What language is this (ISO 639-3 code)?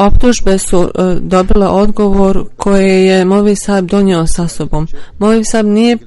bos